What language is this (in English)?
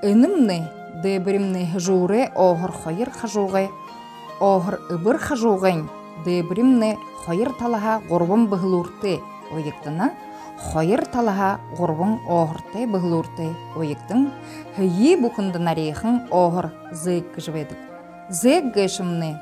Buriat